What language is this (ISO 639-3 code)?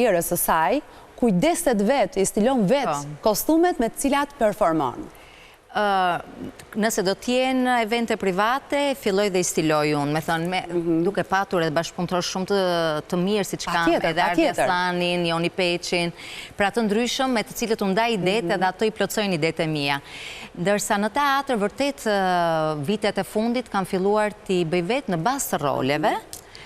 sqi